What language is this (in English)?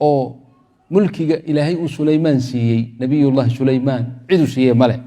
Somali